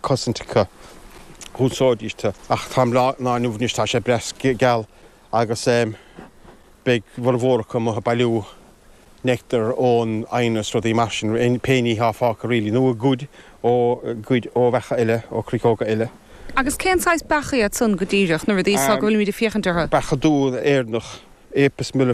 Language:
Irish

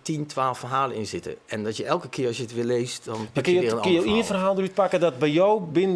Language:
Western Frisian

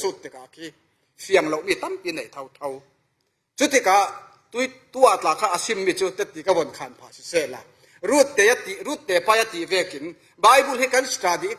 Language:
Falam Chin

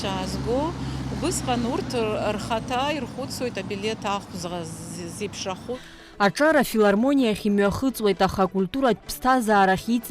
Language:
Abkhazian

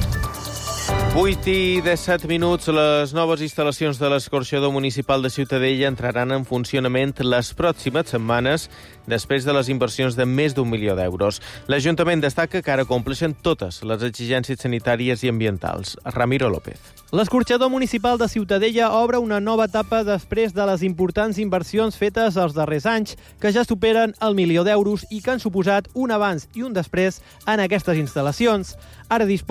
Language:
Catalan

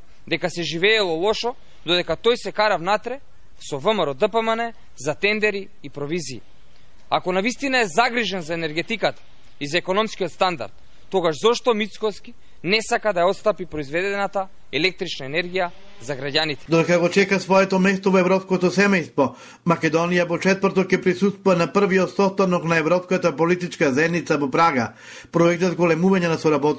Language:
Macedonian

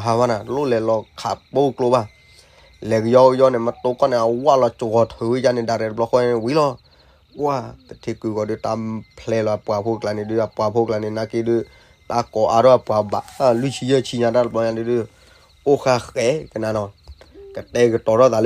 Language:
S'gaw Karen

